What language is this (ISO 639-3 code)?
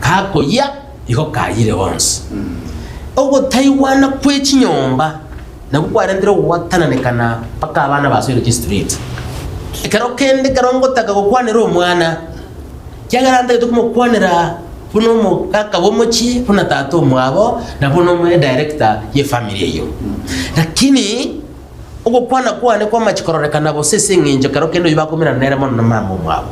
guz